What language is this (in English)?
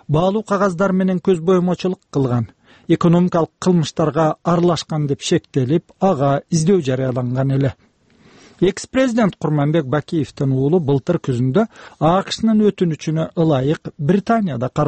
Kyrgyz